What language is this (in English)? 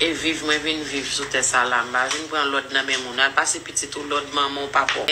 Haitian Creole